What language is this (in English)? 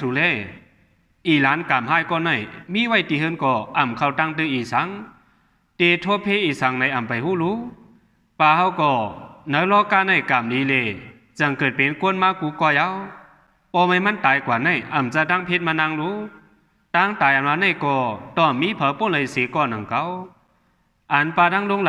Shan